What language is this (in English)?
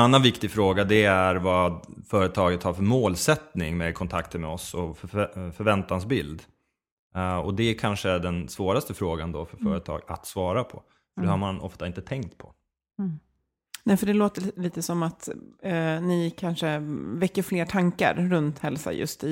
Swedish